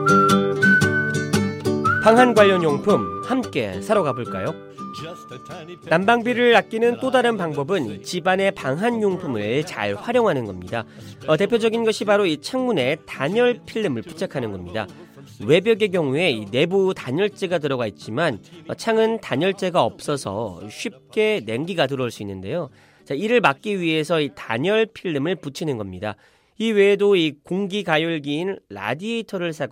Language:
Korean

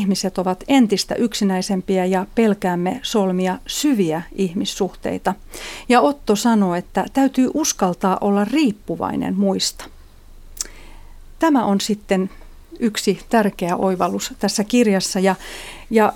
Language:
Finnish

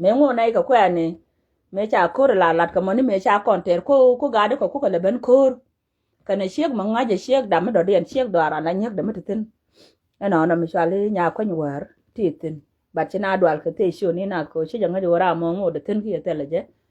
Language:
Nuer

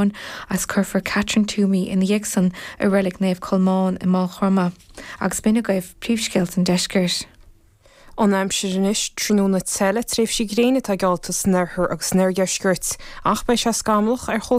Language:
Irish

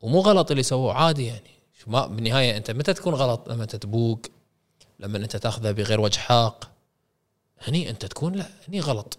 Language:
Gulf Arabic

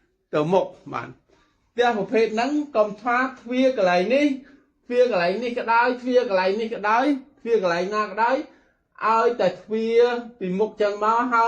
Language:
Khmer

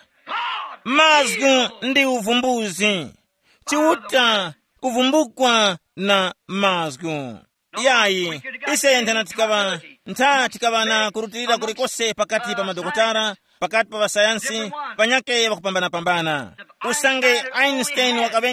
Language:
Tumbuka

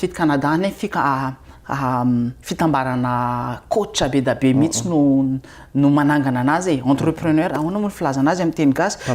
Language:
Malagasy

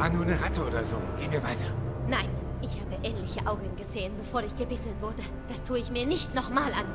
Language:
Bavarian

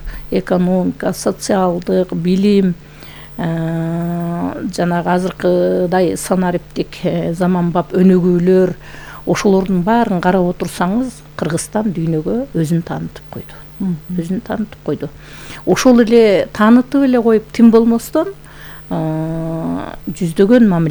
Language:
Kyrgyz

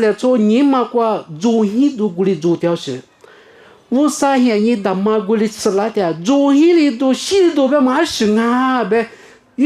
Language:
Lisu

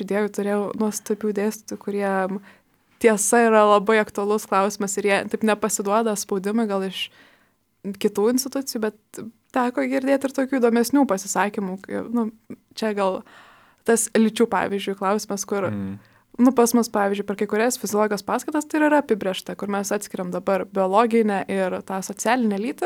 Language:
Lithuanian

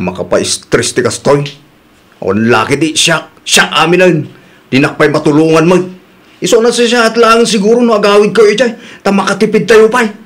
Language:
Iloko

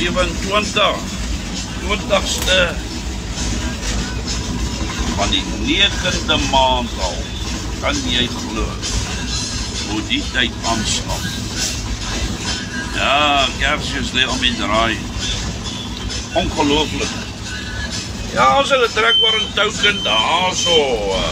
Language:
Afrikaans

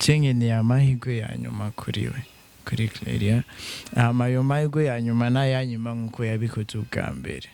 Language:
Rundi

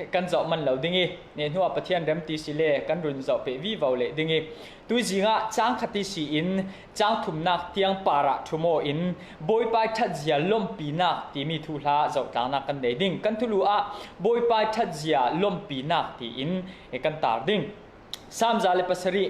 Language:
Falam Chin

